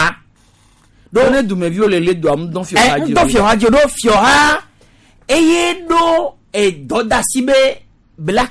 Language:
Gen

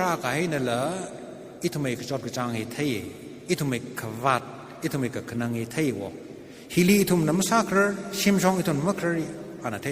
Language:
Tangkhul Naga (India)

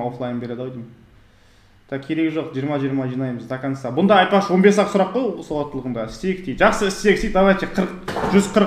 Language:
Kazakh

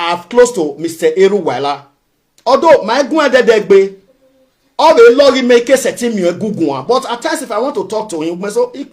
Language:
Nigerian Pidgin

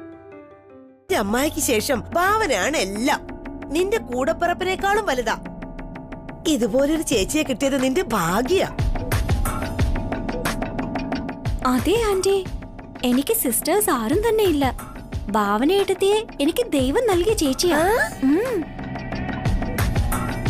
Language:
Malayalam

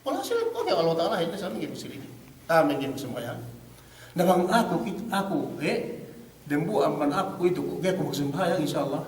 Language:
Yakan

